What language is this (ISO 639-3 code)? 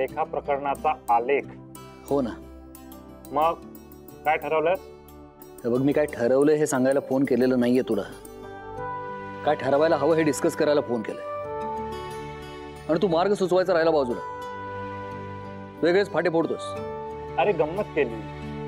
mar